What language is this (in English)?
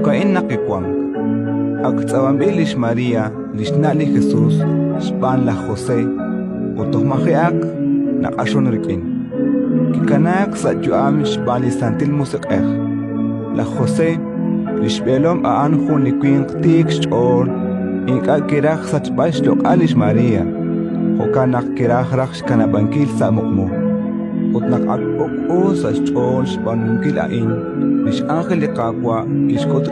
Kekchí